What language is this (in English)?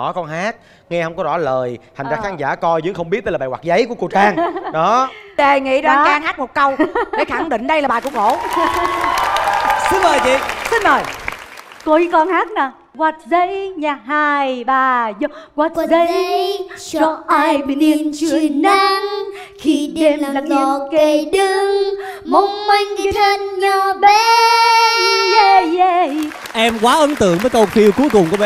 Vietnamese